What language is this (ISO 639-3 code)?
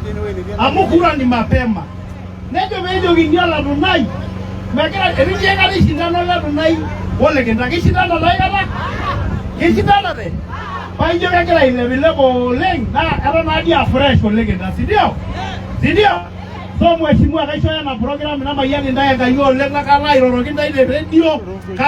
mas